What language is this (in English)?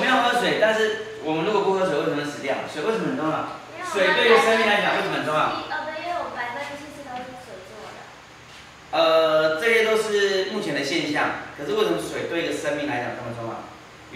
Chinese